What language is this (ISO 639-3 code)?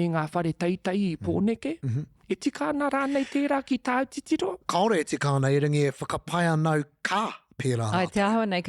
mri